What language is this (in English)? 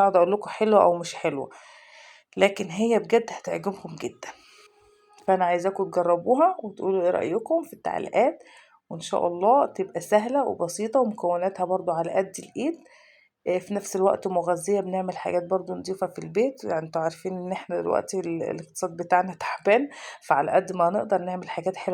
Egyptian Arabic